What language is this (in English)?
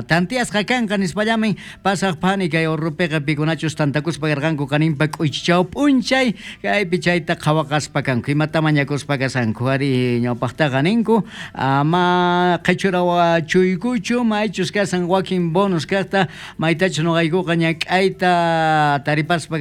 South Bolivian Quechua